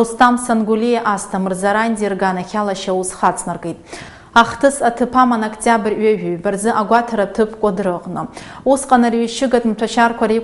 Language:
Abkhazian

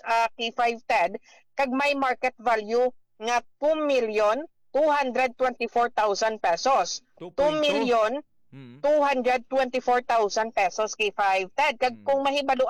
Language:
Hiligaynon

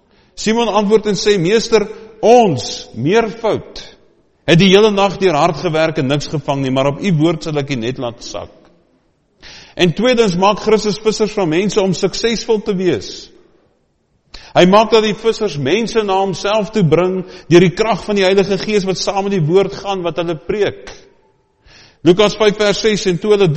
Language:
Afrikaans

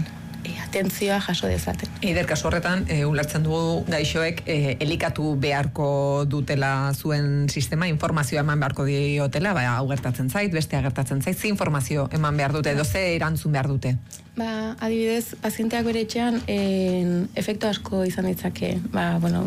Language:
Basque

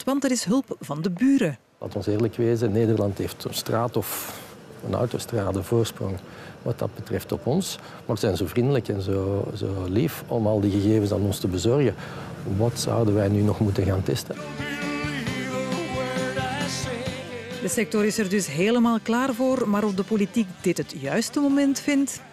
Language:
Dutch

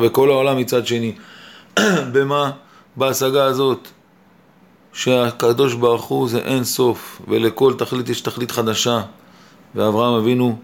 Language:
Hebrew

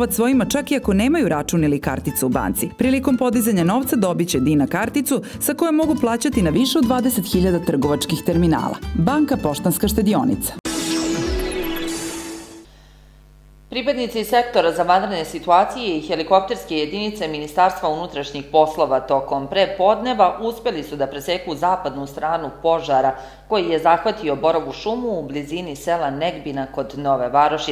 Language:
Serbian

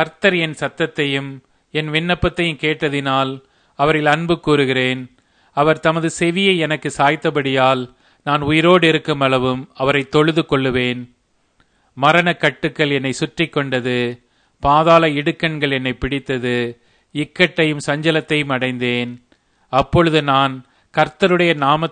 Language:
Tamil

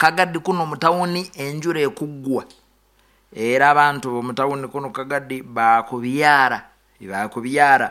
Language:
Nyoro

